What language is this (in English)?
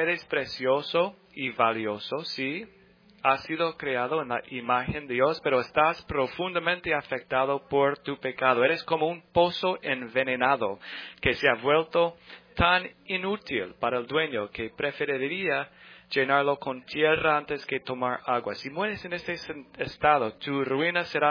Spanish